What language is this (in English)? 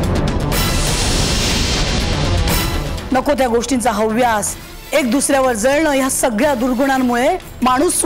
Marathi